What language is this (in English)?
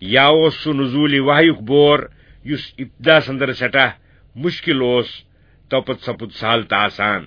Kashmiri